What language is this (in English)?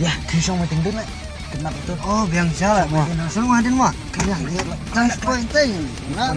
Khasi